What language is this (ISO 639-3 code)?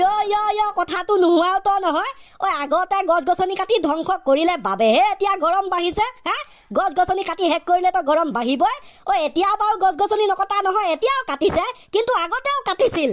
asm